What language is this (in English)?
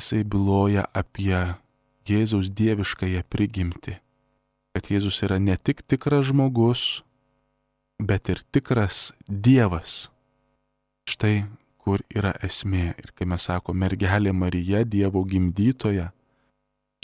Lithuanian